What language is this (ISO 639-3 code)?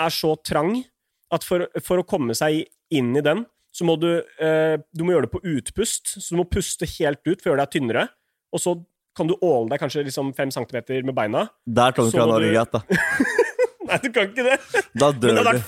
nor